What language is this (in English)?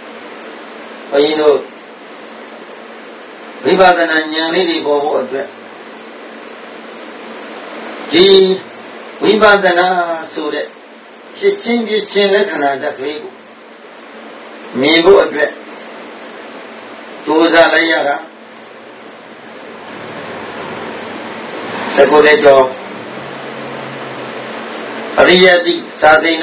Burmese